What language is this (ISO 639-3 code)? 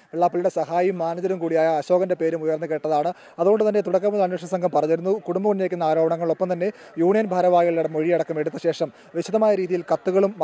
mal